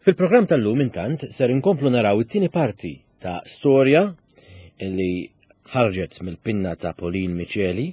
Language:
Maltese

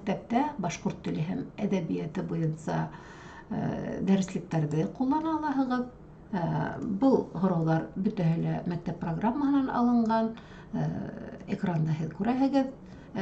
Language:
Bashkir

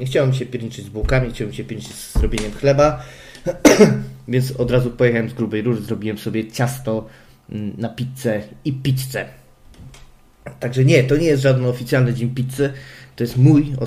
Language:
Polish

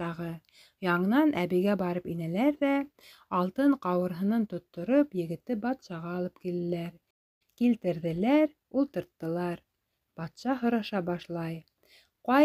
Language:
Bashkir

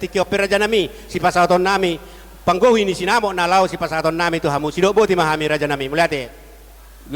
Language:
Batak Toba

